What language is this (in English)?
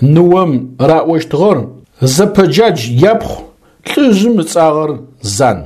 Adyghe